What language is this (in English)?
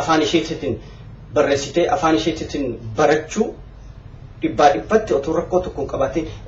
Oromo